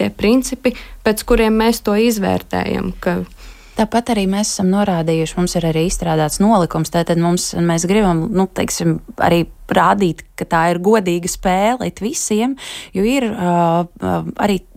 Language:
Latvian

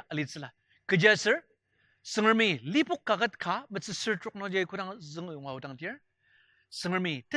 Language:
Ao Naga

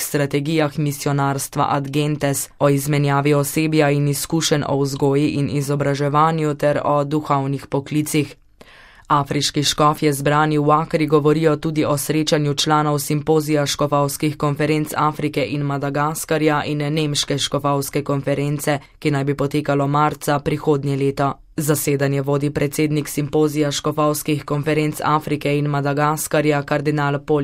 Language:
Slovenian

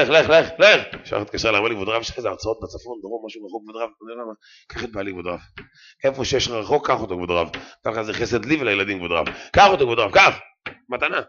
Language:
Hebrew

